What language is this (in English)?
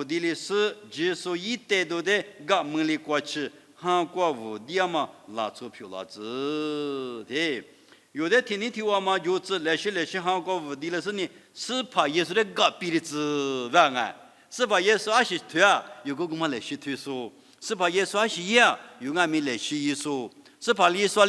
Lisu